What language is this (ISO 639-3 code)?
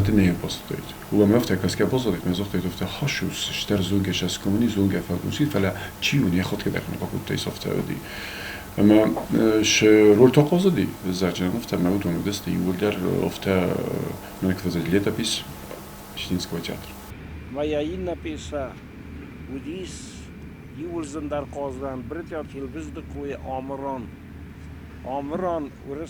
oss